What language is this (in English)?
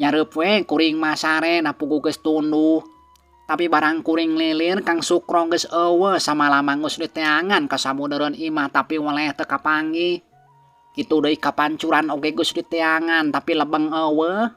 Sundanese